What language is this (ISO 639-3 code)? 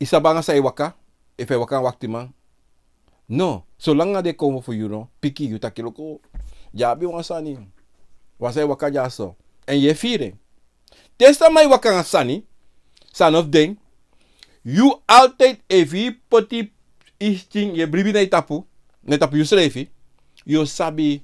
srn